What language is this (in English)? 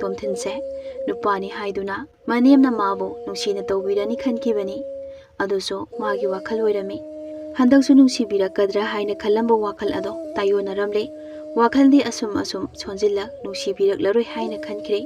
Manipuri